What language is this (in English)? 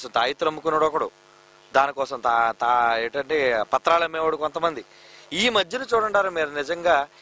Telugu